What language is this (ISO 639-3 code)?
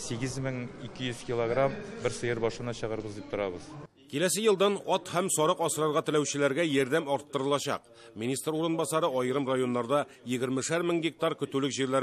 tat